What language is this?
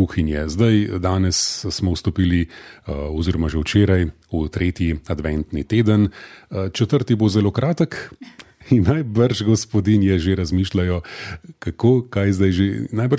Slovenian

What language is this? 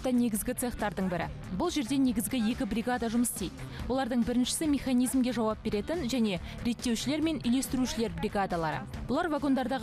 Kazakh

